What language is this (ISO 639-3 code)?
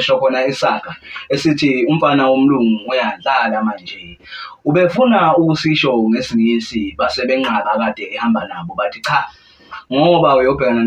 zul